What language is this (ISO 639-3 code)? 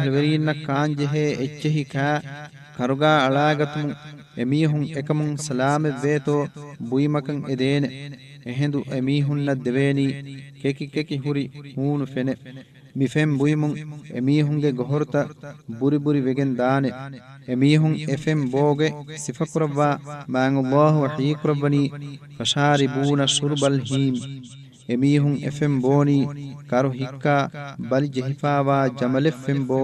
div